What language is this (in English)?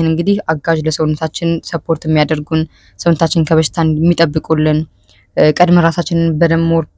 Amharic